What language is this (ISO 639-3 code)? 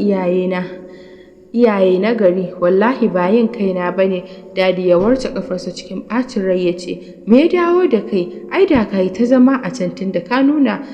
hau